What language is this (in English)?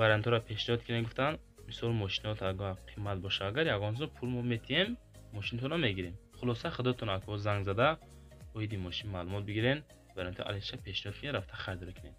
Tajik